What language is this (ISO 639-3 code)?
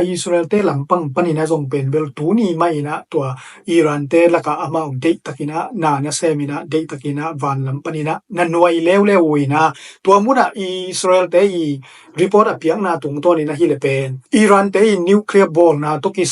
ctd